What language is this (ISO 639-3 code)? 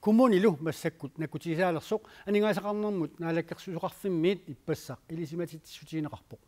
kal